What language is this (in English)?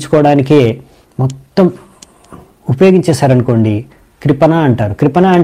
Telugu